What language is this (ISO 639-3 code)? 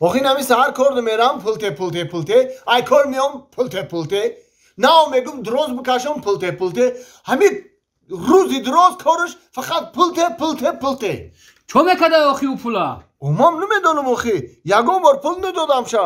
tgk